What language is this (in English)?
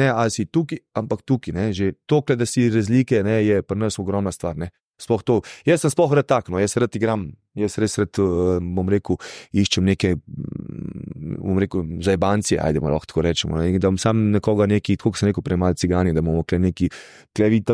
Slovenian